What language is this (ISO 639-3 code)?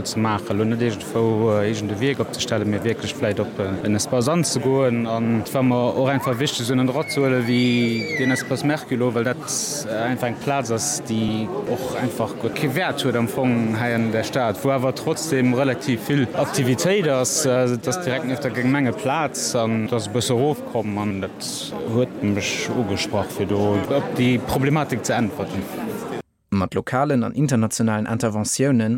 ltz